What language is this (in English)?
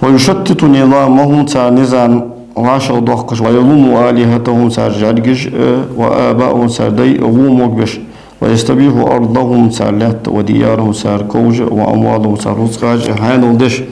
Ingush